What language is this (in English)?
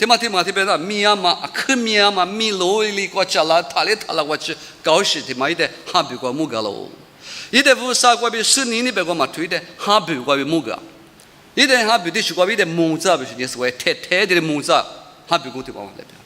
Lisu